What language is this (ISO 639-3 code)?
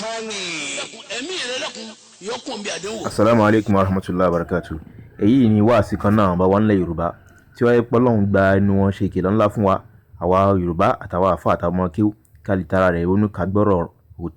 yor